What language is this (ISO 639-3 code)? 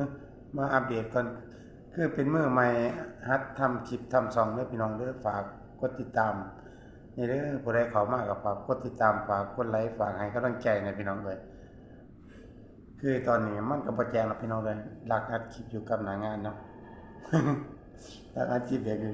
lao